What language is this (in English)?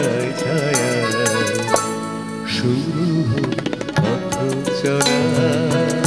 Bangla